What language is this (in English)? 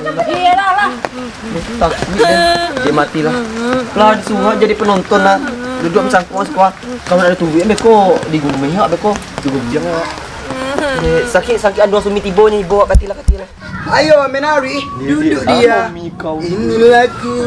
Minangkabau